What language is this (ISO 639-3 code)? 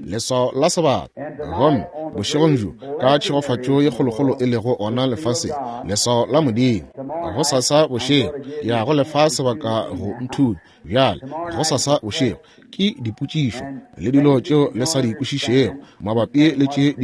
nso